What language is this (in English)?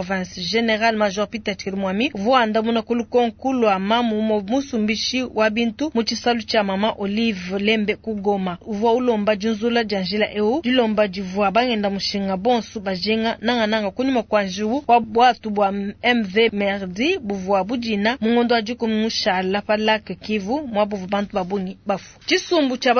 Luba-Lulua